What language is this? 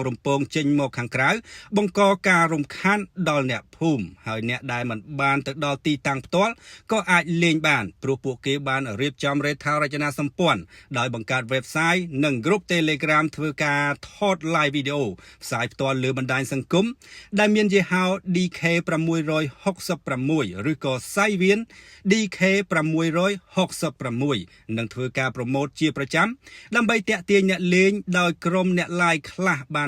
Khmer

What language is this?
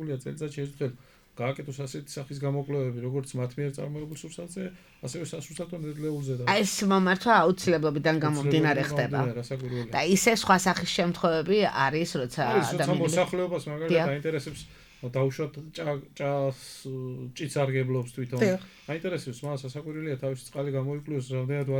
Georgian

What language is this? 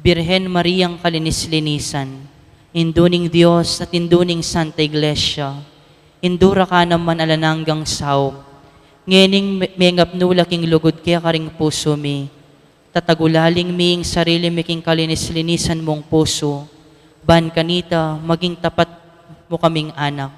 Pampanga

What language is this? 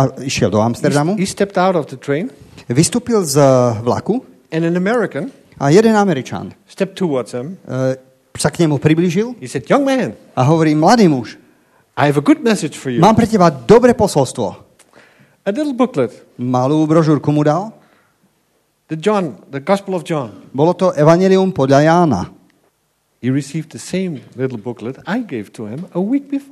Slovak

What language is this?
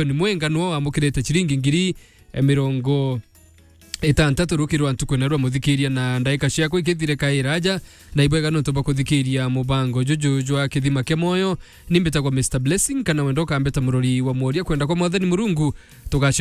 Meru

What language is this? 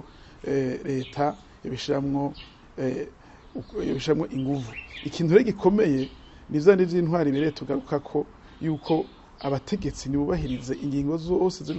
Rundi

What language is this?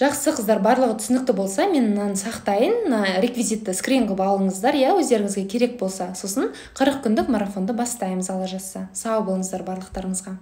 Kazakh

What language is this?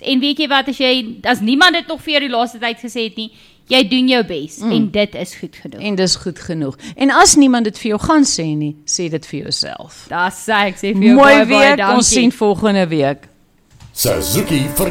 Afrikaans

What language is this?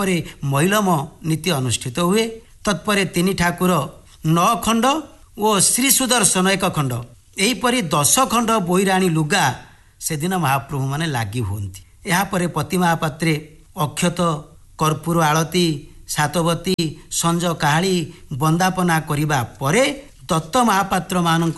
Odia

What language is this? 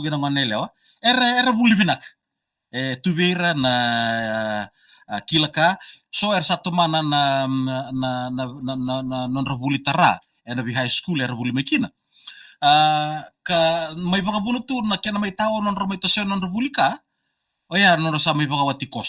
Fijian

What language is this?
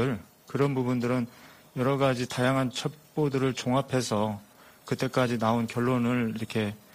Korean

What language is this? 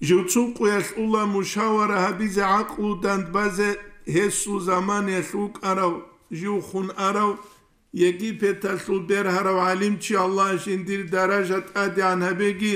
Avaric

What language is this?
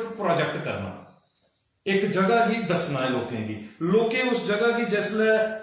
Dogri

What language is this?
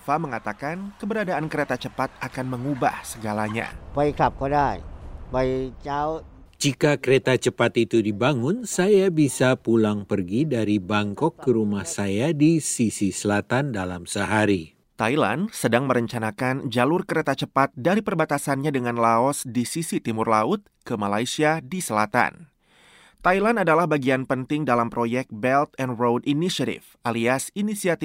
Indonesian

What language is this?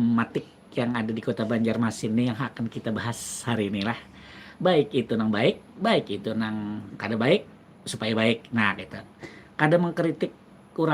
Banjar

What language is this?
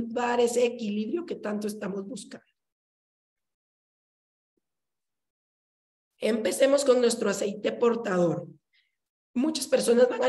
Spanish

